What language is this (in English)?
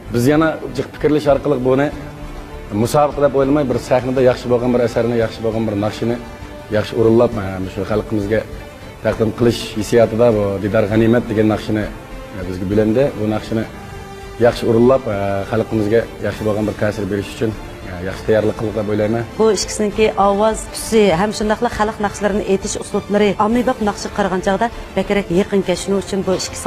Uyghur